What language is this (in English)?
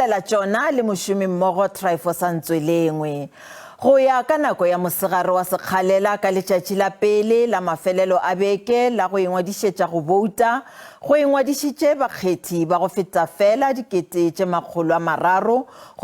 Northern Sotho